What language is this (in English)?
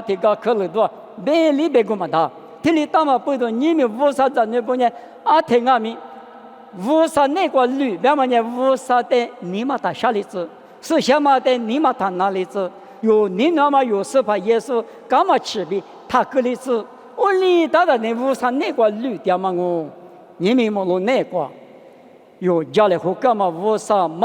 Lisu